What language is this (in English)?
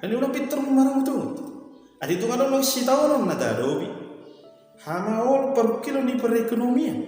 Batak Toba